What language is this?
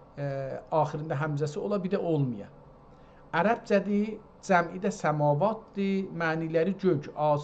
South Azerbaijani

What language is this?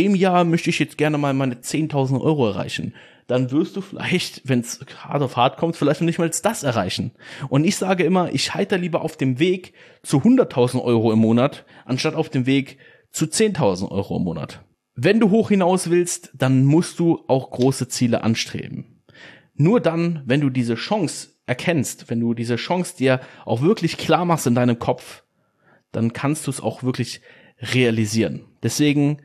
German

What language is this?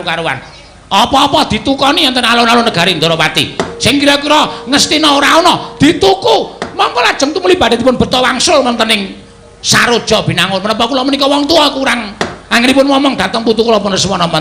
Javanese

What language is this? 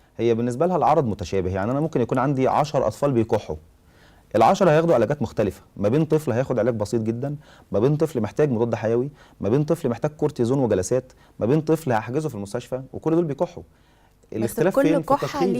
Egyptian Arabic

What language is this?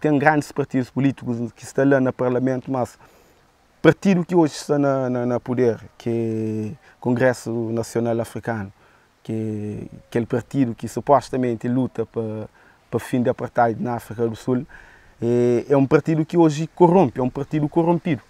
Kabuverdianu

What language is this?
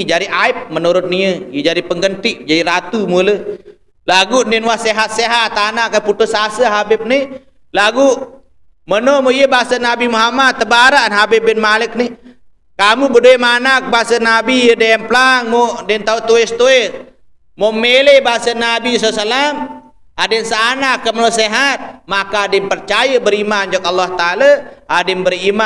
Sasak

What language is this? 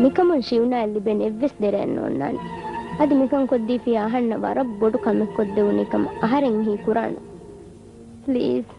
Divehi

